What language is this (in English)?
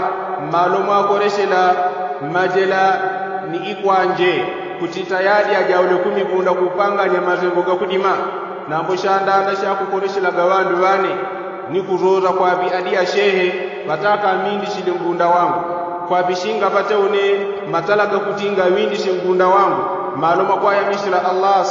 Yao